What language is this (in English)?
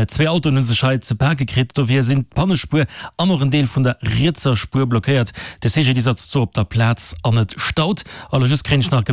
Luxembourgish